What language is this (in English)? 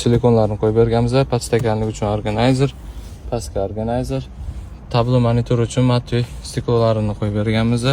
Uzbek